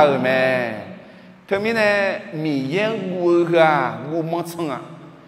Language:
Akha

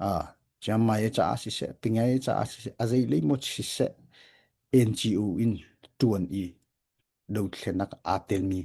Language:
Hakha Chin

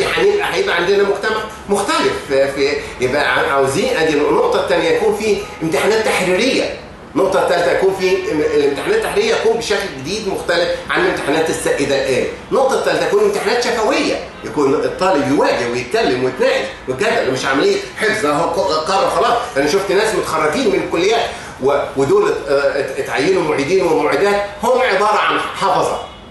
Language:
Egyptian Arabic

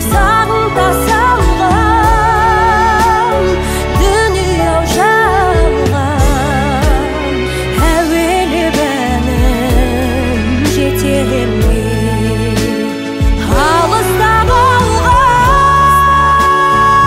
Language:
Kazakh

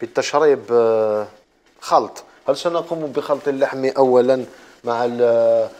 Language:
Algerian Arabic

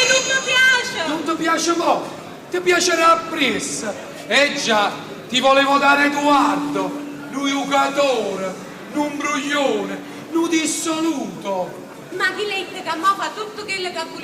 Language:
Neapolitan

